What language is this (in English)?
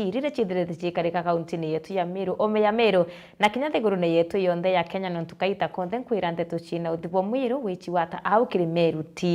Meru